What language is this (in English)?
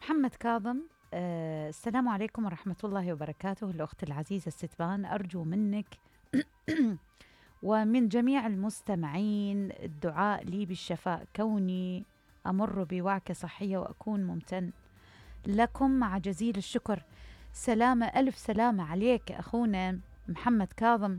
Mesopotamian Arabic